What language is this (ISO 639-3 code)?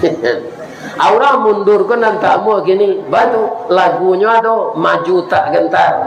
min